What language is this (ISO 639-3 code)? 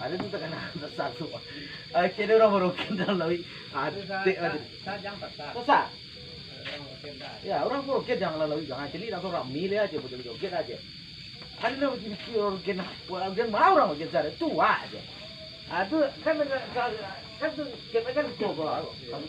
min